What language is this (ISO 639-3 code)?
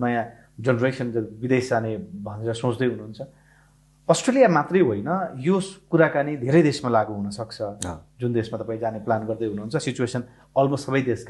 nep